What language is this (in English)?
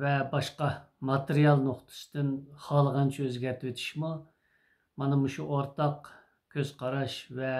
Uyghur